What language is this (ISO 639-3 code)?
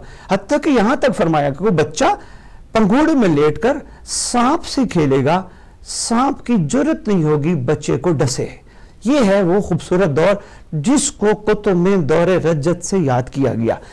urd